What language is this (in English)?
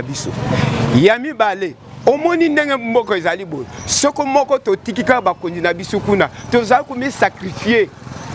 Lingala